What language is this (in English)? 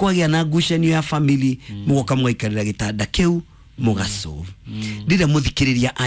Kikuyu